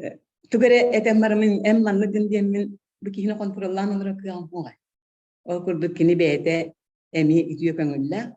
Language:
Yakut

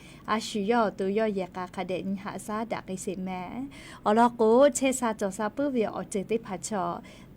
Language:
Lahu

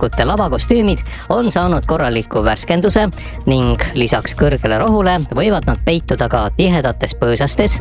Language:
Estonian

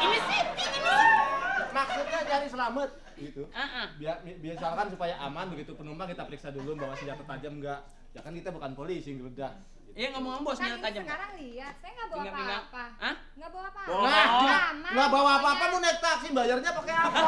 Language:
Betawi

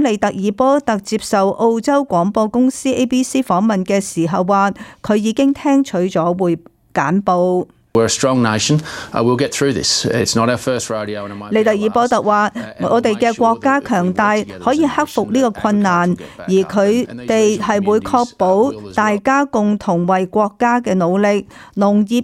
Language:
Cantonese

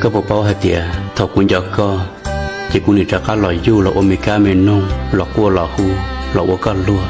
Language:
Hmong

